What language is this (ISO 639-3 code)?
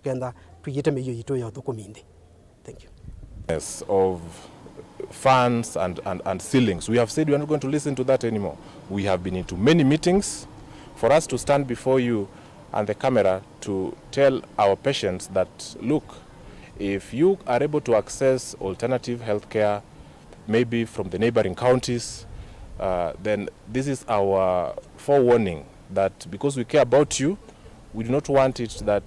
kam